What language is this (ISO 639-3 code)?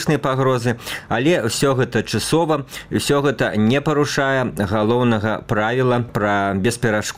bel